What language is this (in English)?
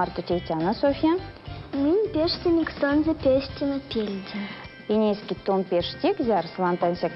Erzya